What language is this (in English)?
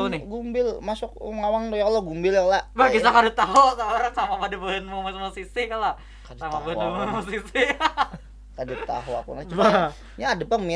Banjar